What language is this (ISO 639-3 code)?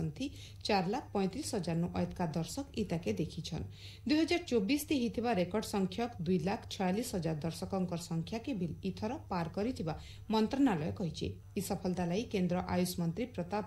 ori